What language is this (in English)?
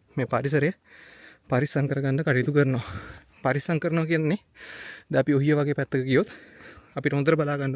Sinhala